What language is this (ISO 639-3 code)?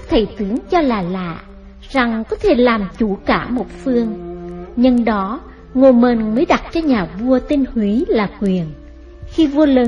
vie